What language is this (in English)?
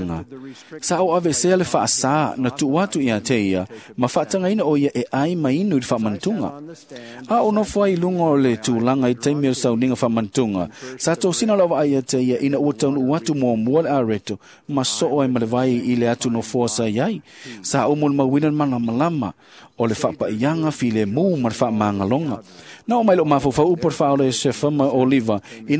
Samoan